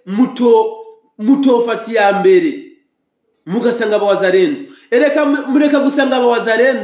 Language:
Rundi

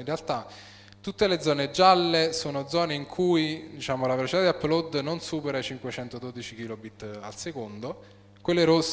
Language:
Italian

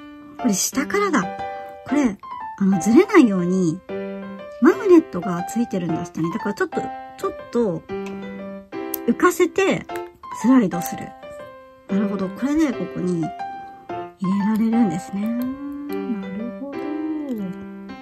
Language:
Japanese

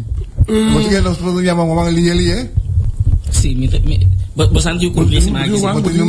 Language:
Papiamento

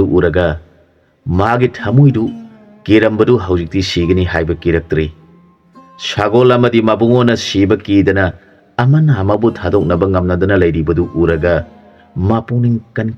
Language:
Manipuri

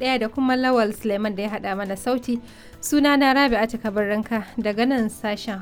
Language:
Hausa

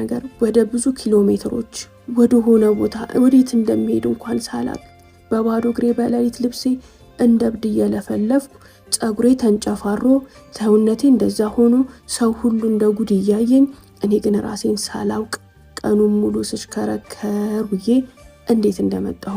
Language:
Amharic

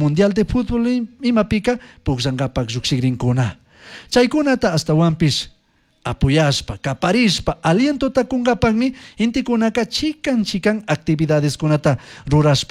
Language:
Chimborazo Highland Quichua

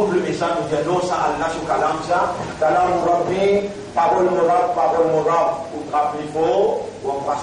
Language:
Morisyen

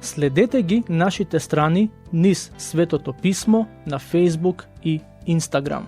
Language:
Macedonian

